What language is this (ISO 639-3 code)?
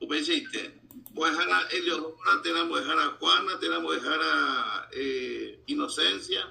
grn